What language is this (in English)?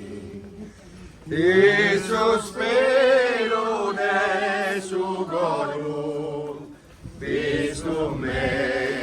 Sardinian